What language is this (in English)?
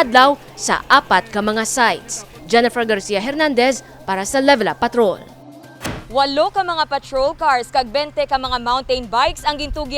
Hiligaynon